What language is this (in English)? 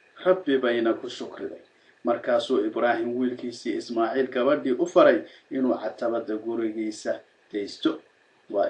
Somali